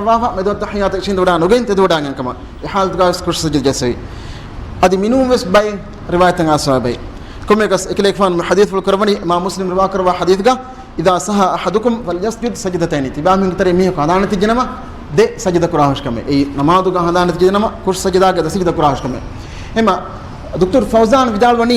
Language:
Divehi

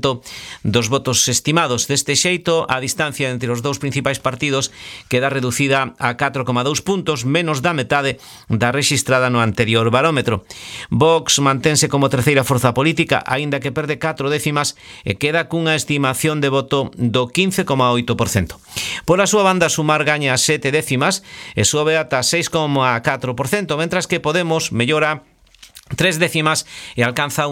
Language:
Galician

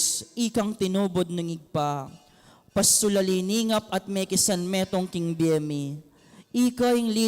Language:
Pampanga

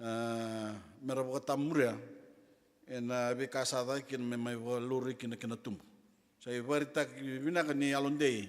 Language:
Fijian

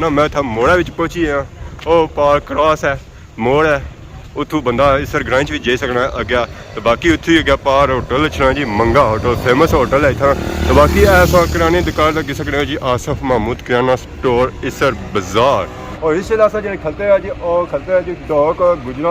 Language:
Pahari-Potwari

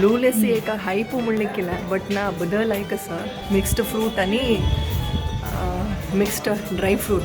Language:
Konkani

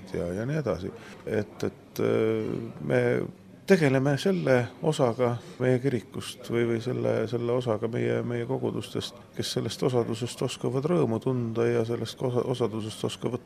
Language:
Estonian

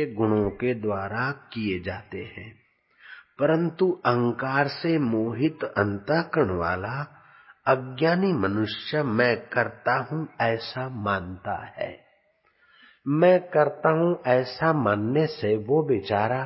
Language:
Hindi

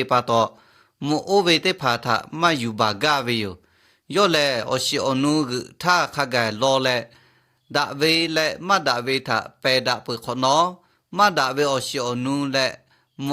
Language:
Lahu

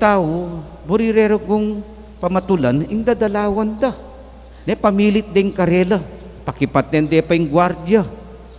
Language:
Pampanga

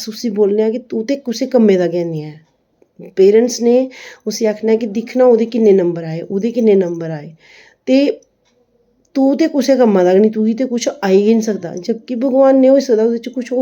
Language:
Dogri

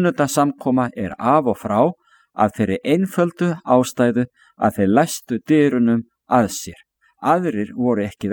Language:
Icelandic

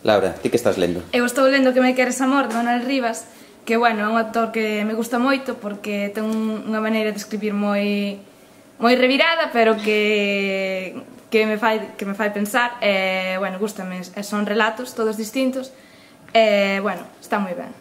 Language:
Galician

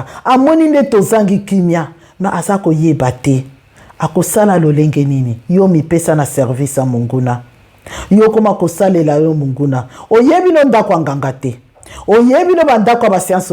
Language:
Lingala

